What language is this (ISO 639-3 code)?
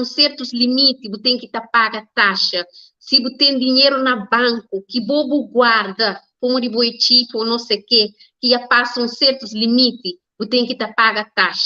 kea